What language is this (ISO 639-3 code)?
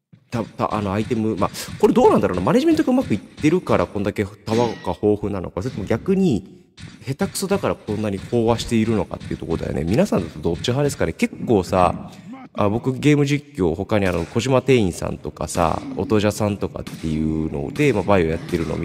jpn